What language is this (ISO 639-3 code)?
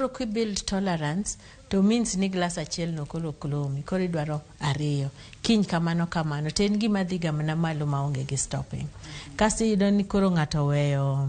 luo